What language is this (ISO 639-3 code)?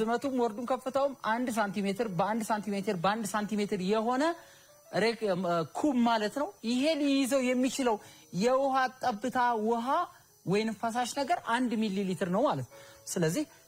amh